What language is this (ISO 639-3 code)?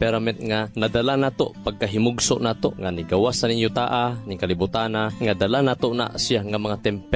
ceb